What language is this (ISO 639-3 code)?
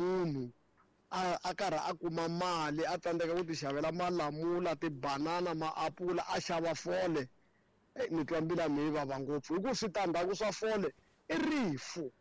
tso